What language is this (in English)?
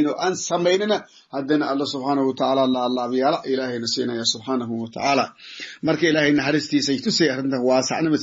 Somali